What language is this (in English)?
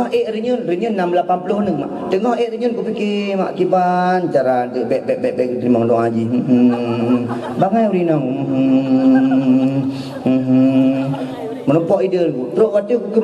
Achinese